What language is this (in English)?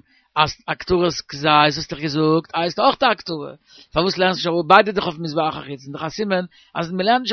Yiddish